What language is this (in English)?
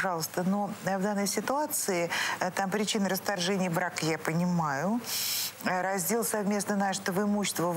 Russian